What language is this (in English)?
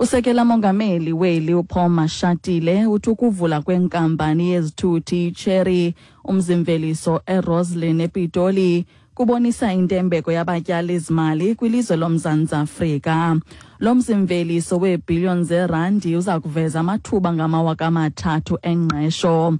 Xhosa